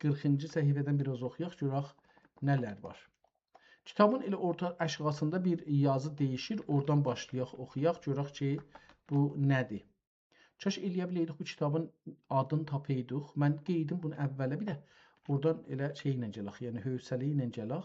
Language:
South Azerbaijani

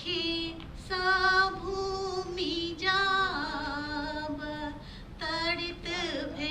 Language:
Maithili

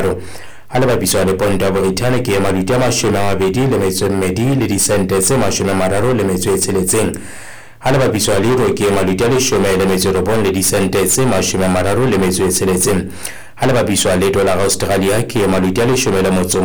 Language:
Southern Sotho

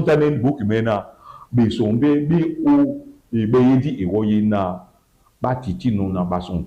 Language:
Duala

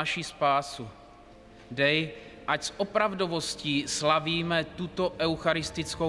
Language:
Czech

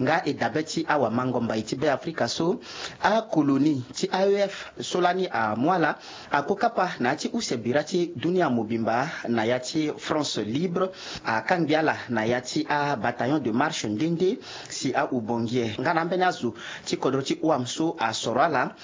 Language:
Sango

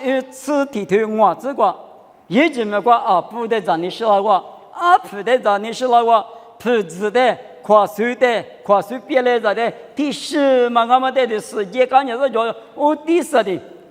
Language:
Lisu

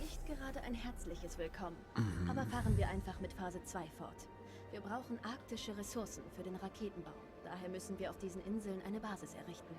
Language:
Swiss German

